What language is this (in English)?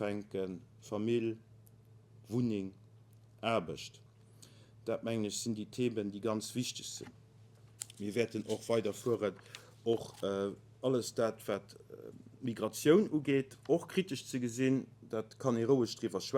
Luxembourgish